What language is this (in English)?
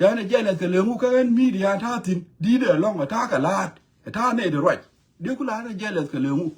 Nuer